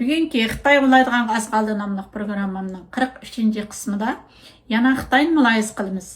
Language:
Uyghur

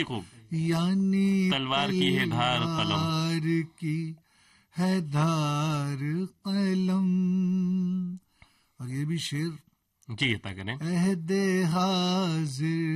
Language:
Urdu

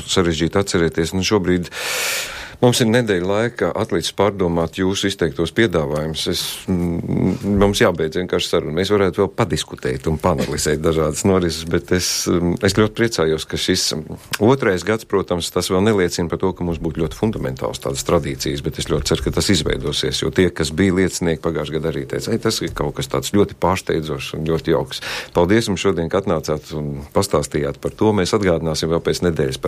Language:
Latvian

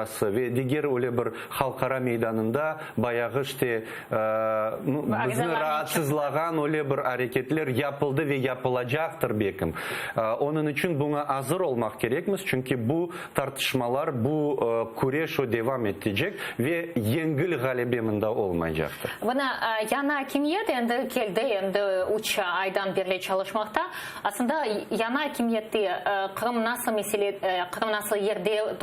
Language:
Crimean Tatar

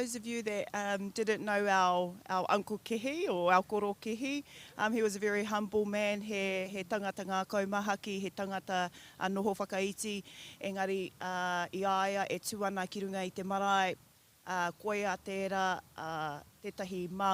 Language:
Māori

